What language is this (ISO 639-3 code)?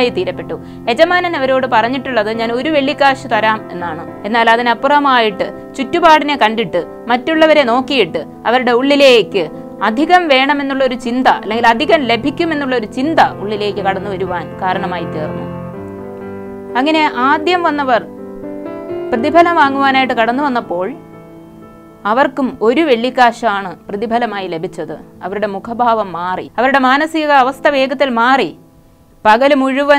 mal